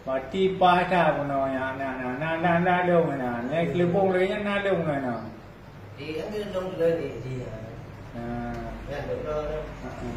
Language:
Achinese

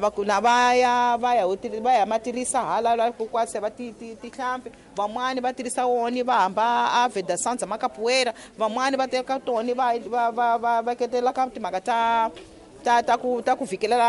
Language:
Tsonga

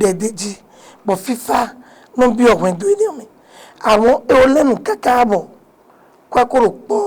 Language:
Fon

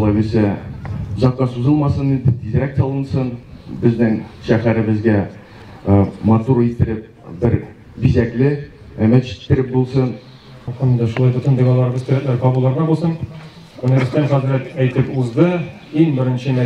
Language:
Tatar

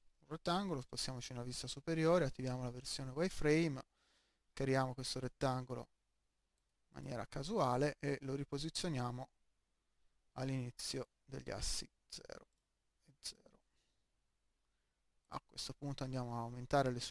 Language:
Italian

